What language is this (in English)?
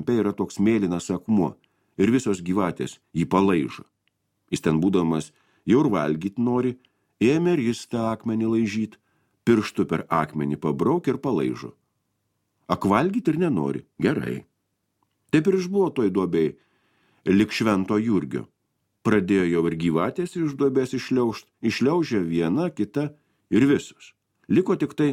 Lithuanian